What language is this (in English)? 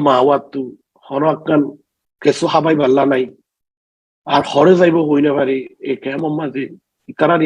Rohingya